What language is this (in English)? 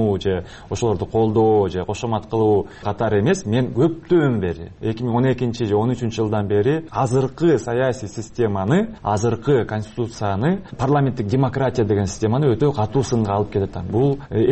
Kyrgyz